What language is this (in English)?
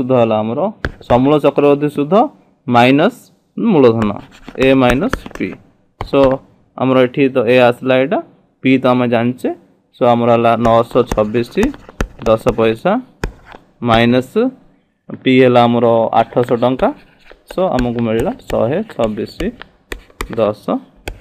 Odia